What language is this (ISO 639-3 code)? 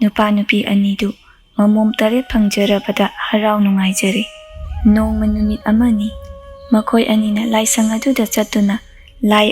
mni